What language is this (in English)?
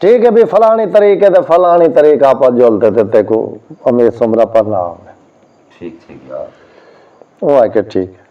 Saraiki